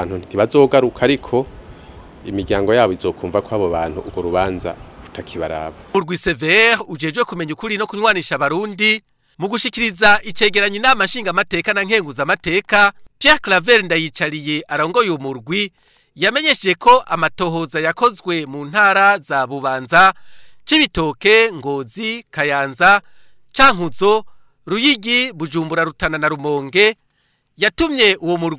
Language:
Rundi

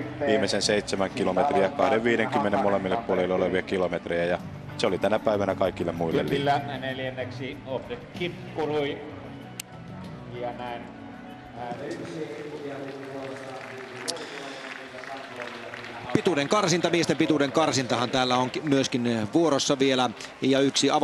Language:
Finnish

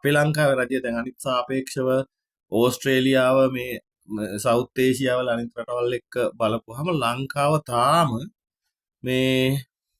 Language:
Sinhala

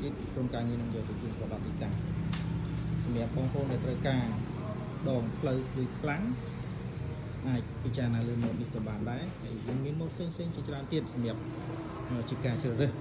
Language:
Khmer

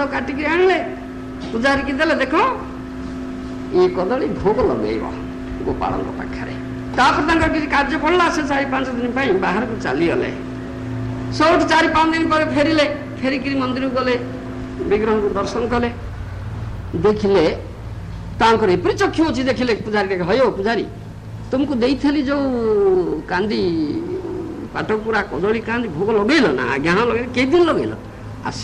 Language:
Odia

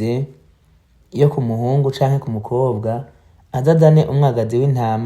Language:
Rundi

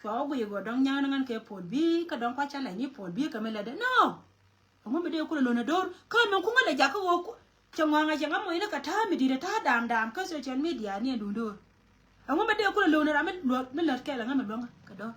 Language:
Nuer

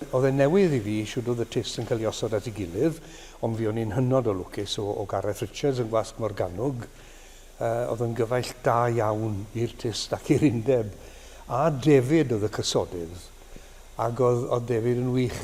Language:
Welsh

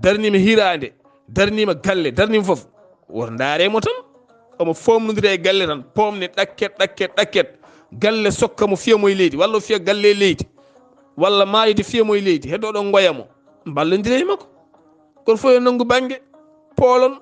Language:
Fula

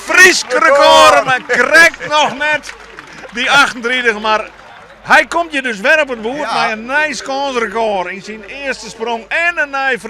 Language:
Western Frisian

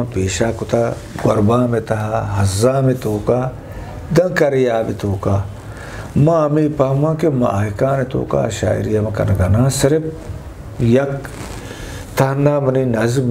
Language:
Eastern Balochi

